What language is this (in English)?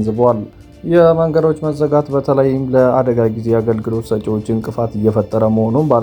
Amharic